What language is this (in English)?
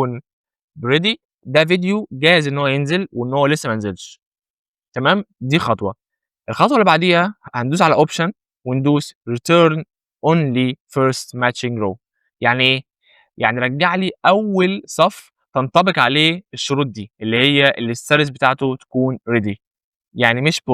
Egyptian Arabic